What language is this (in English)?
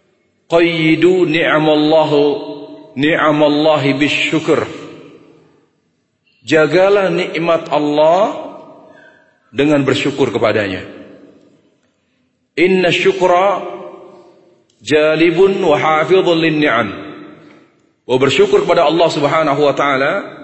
Indonesian